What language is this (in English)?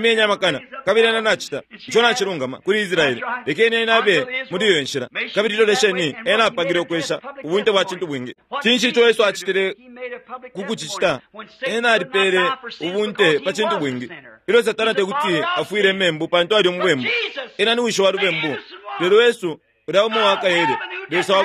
Bemba